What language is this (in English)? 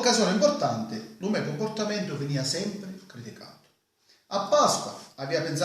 Sicilian